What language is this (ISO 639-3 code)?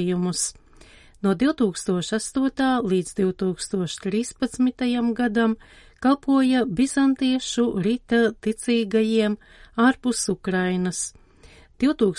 lav